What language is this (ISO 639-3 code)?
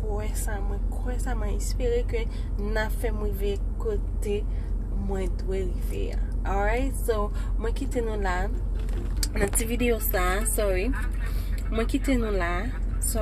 hat